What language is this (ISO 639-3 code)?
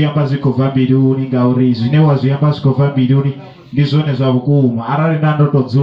ven